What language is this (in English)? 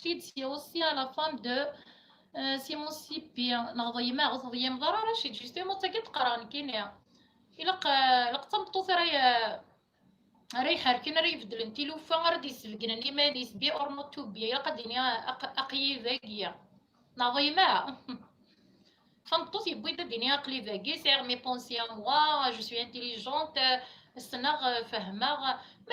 Kabyle